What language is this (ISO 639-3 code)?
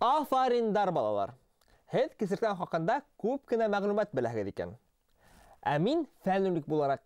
bak